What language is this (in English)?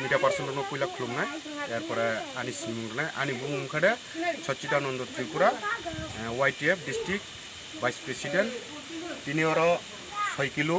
Kok Borok